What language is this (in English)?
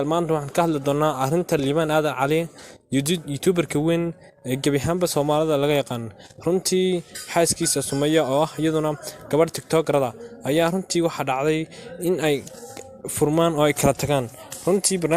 Somali